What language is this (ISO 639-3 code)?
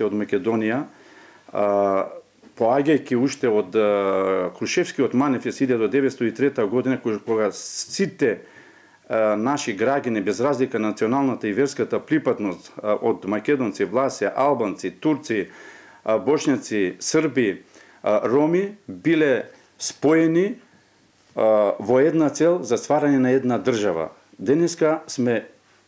mkd